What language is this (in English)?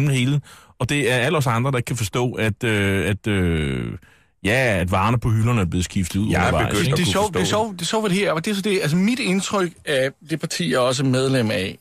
Danish